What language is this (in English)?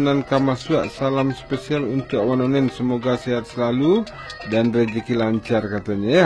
Minangkabau